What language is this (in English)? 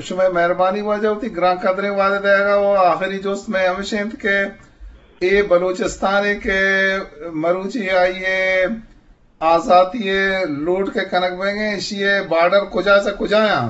Eastern Balochi